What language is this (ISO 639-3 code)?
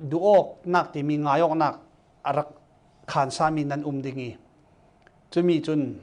cfm